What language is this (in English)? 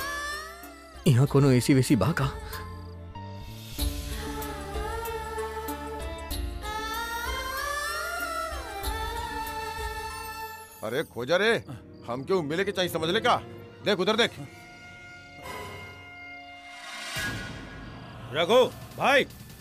Bhojpuri